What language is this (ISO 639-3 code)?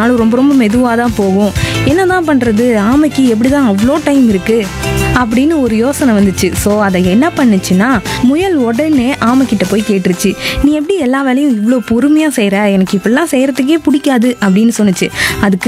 tam